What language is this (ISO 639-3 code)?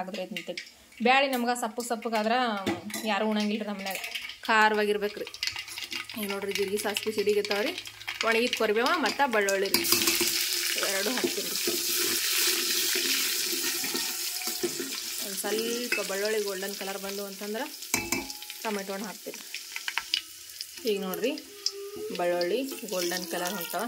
kan